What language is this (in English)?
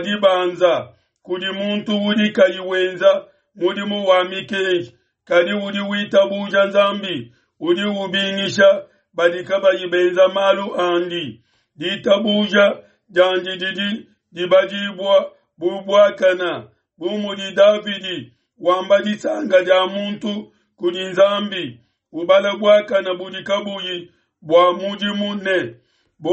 Luba-Lulua